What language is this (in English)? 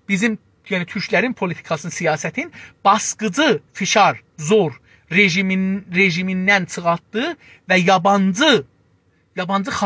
South Azerbaijani